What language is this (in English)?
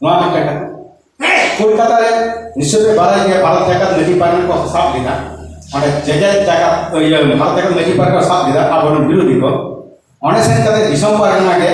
Santali